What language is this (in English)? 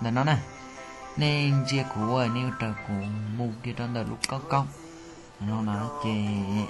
Hmong